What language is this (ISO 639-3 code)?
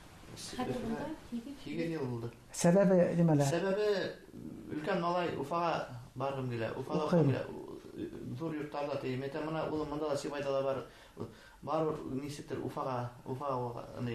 bak